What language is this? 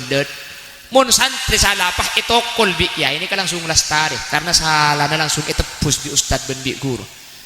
Madurese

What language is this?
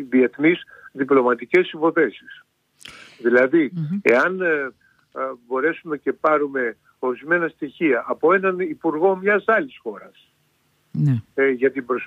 Greek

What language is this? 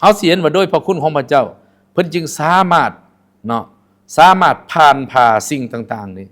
Lao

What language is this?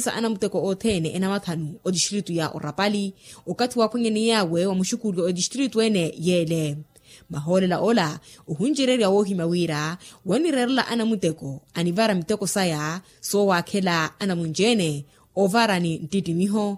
Makhuwa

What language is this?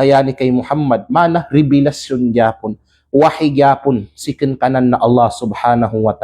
Kalagan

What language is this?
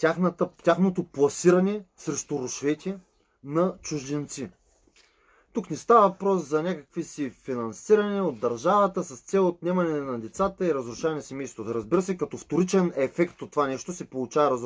Bulgarian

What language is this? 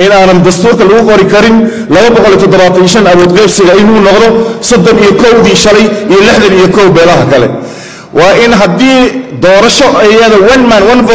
Somali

